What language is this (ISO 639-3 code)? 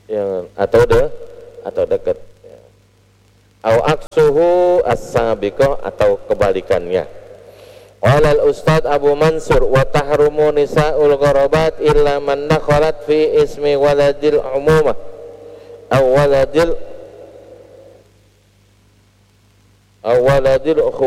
ind